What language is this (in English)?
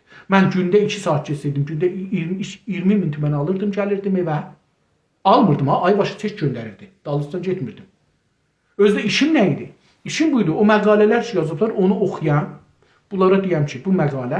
South Azerbaijani